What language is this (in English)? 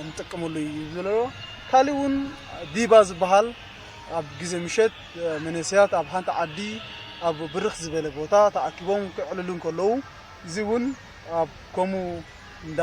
Tigrinya